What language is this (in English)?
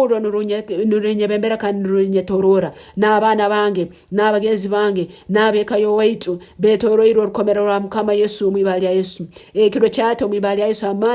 Nyankole